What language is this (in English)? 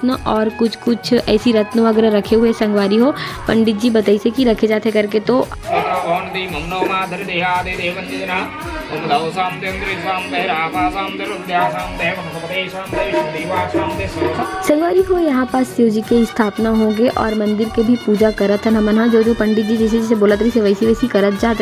Chhattisgarhi